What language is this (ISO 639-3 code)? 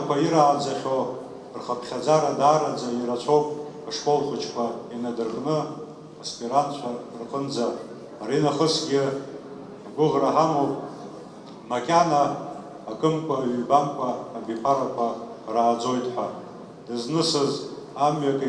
abk